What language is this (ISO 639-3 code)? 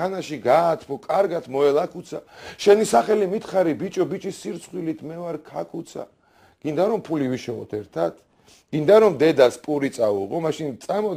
kat